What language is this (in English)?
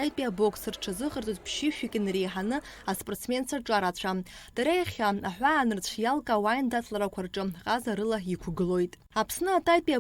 Abkhazian